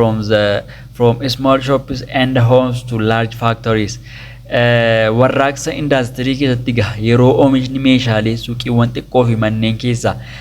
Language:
Oromo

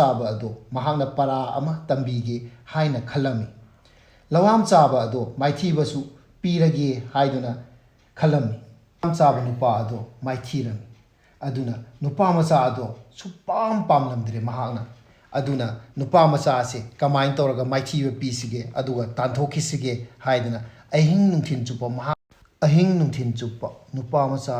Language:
Manipuri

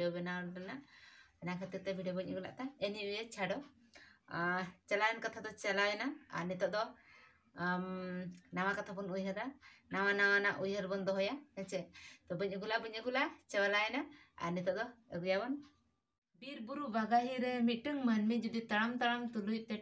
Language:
Santali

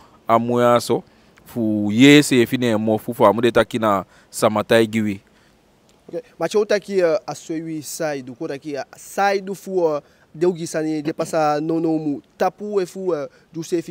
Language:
Eastern Maroon Creole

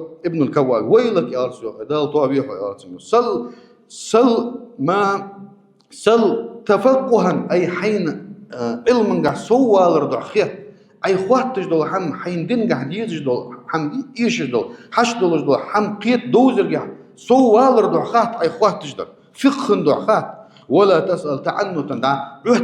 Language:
Ingush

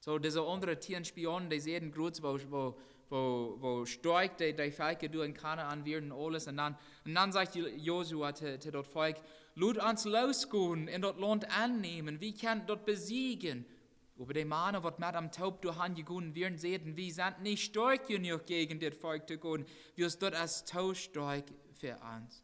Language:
Plautdietsch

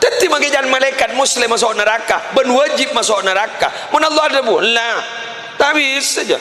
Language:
Madurese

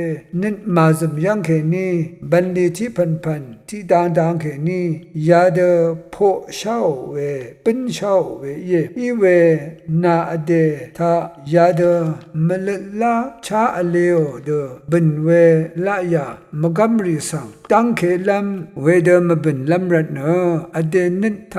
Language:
Rawang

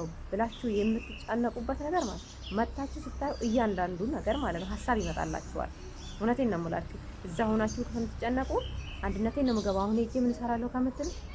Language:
Amharic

